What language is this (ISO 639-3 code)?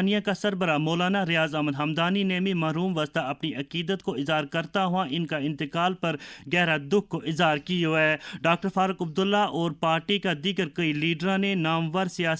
gju